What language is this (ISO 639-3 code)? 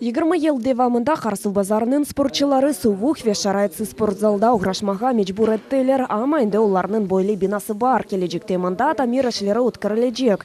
crh